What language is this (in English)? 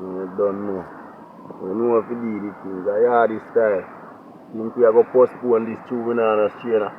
Jamaican Creole English